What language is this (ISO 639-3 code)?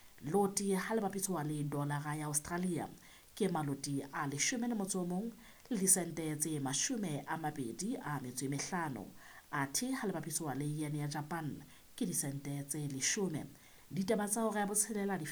sot